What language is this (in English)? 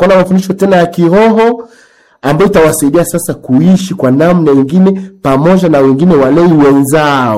Swahili